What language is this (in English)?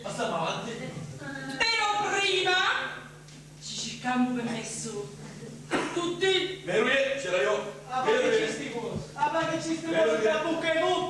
Sicilian